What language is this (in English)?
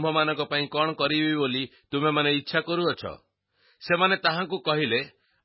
Odia